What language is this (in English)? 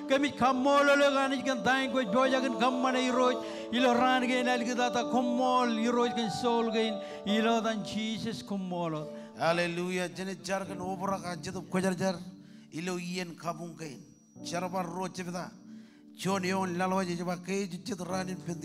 Marshallese